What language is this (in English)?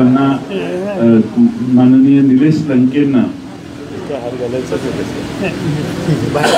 Marathi